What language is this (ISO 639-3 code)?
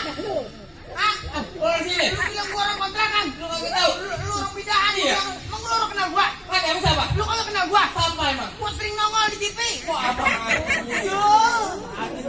bew